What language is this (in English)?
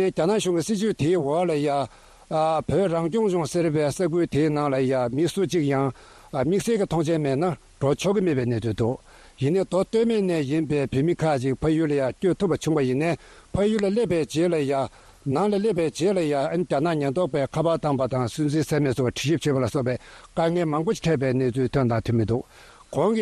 Tibetan